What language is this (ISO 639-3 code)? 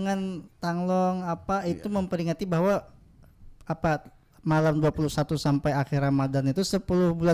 bjn